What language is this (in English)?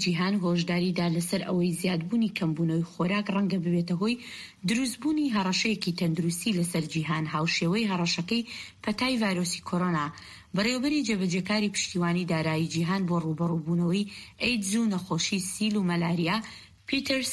Central Kurdish